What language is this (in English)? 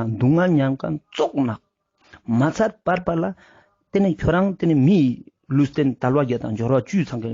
Ladakhi